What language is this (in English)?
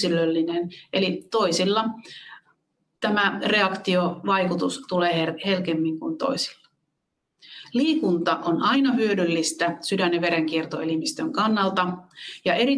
Finnish